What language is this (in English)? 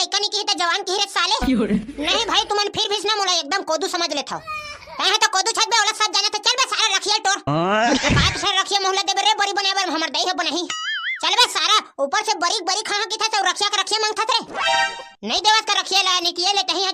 Chhattisgarhi